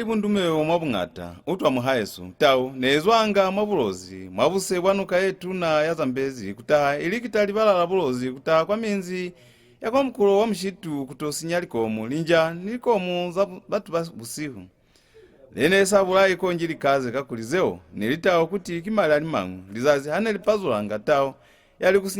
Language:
Lozi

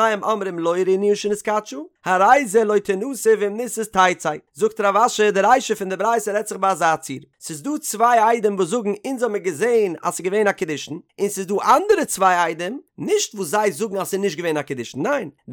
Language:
Yiddish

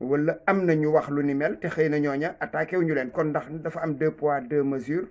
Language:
Wolof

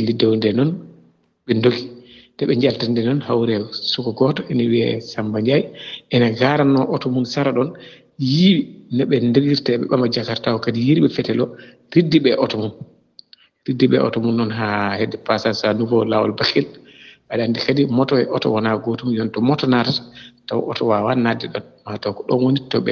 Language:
Fula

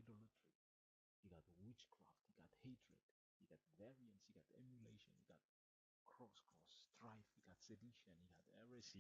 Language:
Bislama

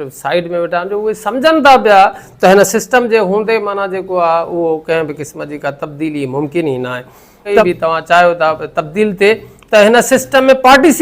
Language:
Sindhi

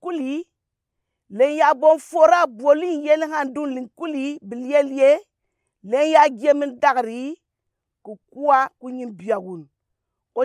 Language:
Gourmanchéma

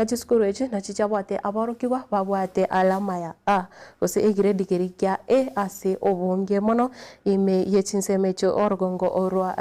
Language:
Gusii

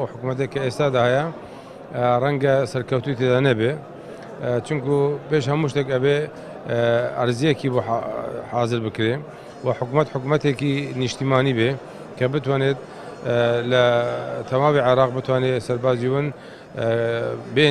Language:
Central Kurdish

